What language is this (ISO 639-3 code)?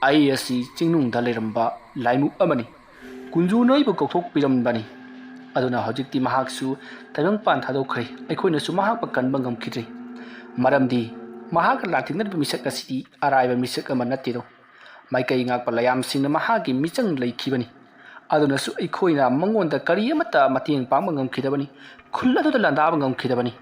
mni